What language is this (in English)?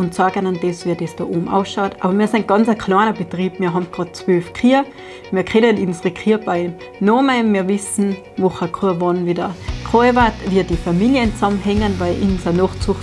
Bavarian